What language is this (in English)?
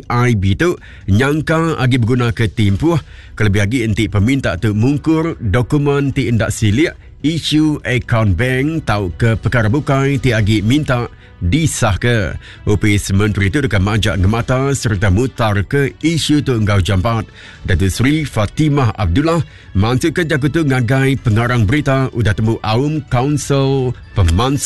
Iban